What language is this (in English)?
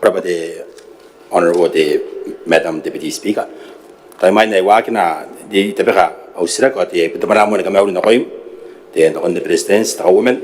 Gilbertese